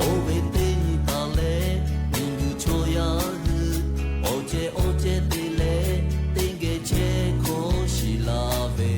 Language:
Lahu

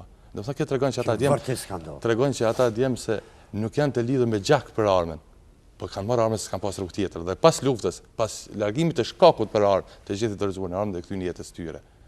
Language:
Albanian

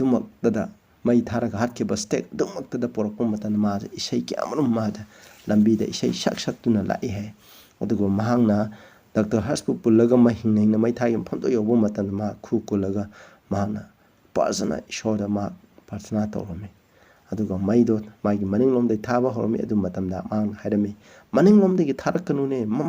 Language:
Manipuri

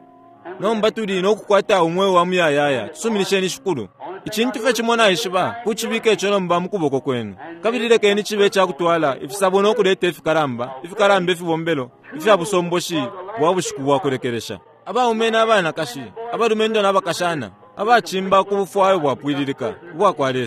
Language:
Bemba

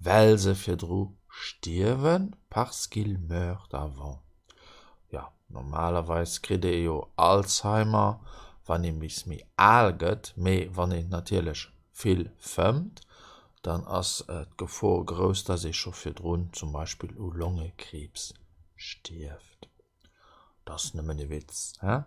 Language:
Luxembourgish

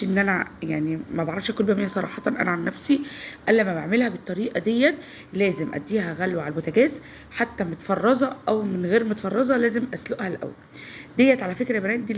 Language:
Egyptian Arabic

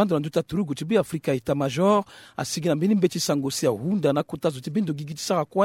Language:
Sango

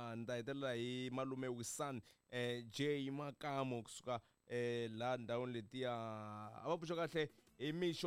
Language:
Tsonga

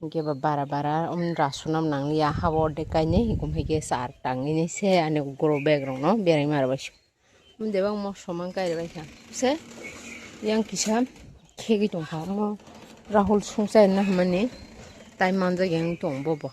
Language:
Kok Borok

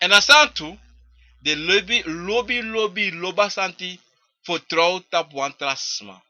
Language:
Sranan Tongo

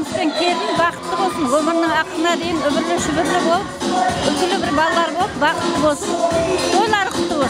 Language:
Kara-Kalpak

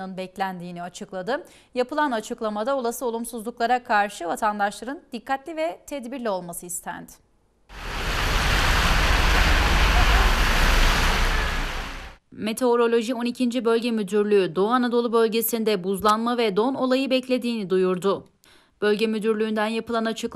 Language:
Turkish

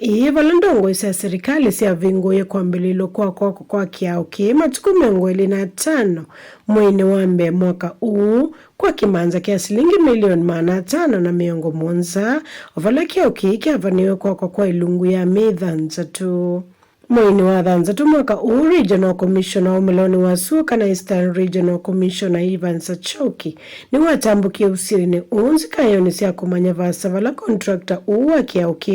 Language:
Kamba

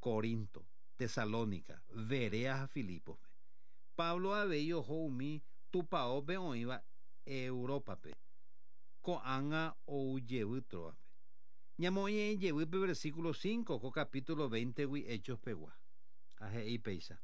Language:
Guarani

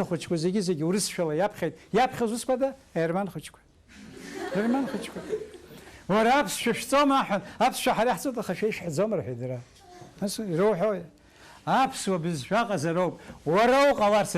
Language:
Abkhazian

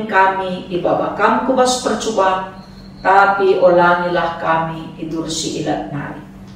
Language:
Batak Karo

